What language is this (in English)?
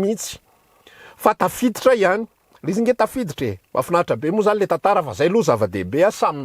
Malagasy